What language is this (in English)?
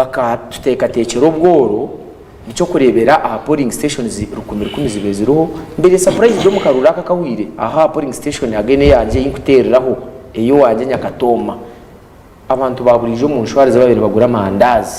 Nyankole